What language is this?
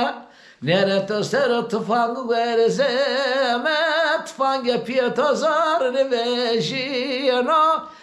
Zaza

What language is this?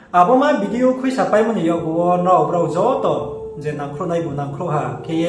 Riang (India)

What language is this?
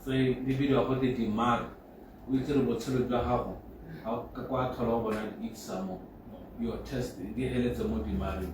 Tswana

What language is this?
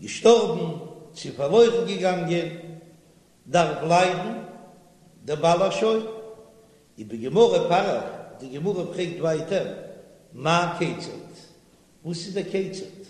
Yiddish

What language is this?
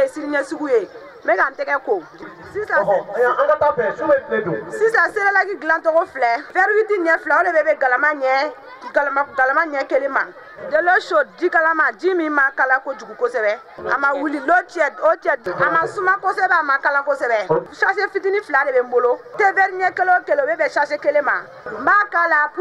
Bambara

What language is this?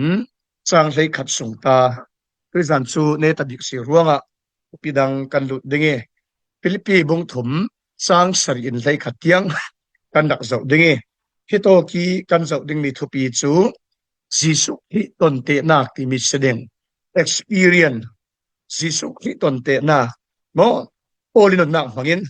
Falam Chin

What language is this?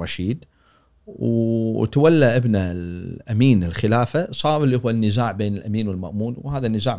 Gulf Arabic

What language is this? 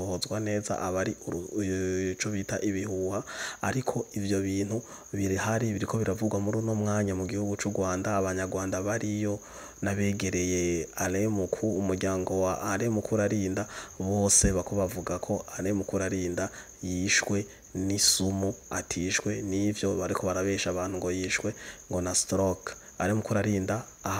Rundi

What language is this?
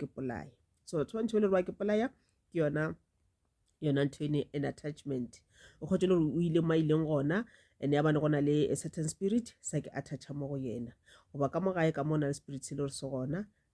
Northern Sotho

